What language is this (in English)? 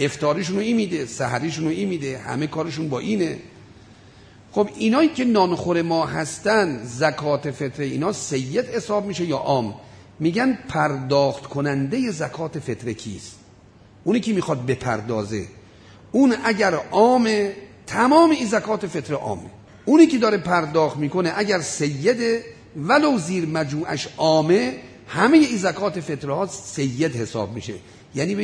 Persian